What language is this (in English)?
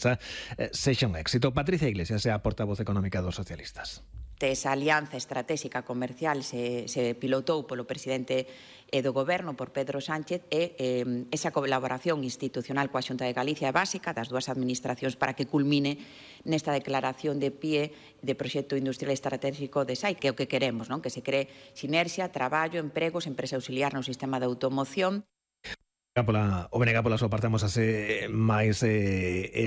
Galician